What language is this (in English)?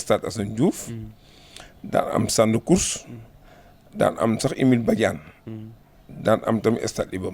Wolof